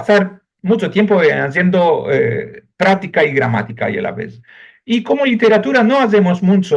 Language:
Ladino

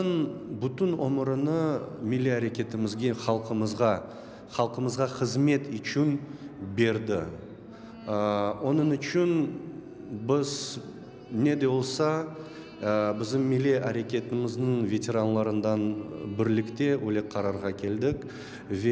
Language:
Crimean Tatar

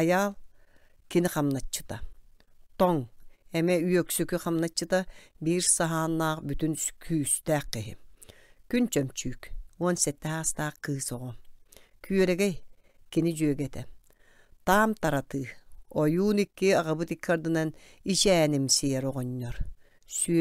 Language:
Yakut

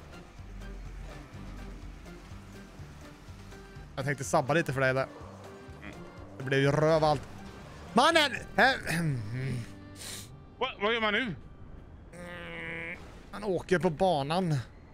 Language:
Swedish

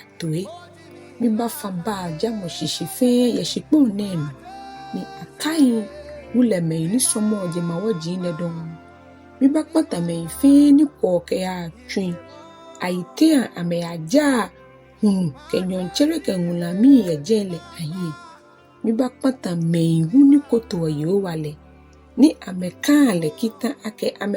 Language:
Ga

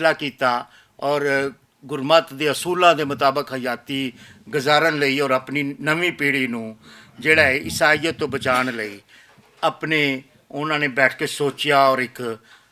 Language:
Western Panjabi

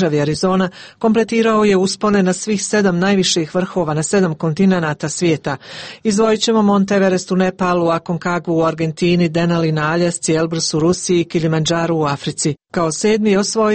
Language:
Croatian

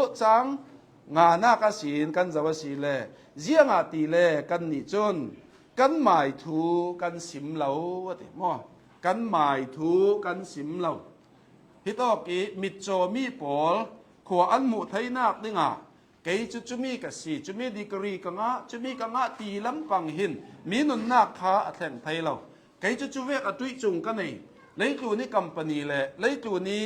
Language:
Hakha Chin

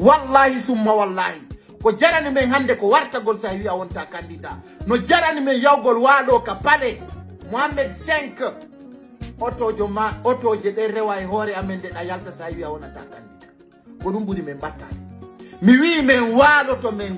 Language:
Fula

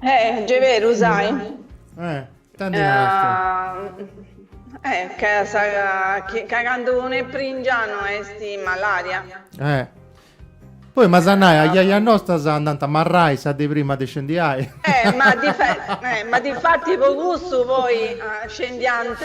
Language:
Sardinian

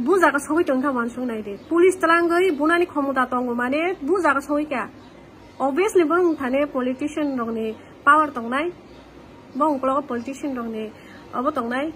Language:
Kok Borok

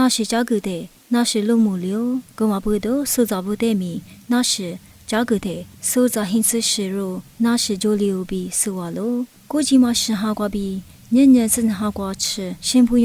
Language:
Lisu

